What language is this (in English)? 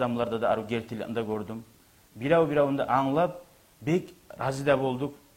Kumyk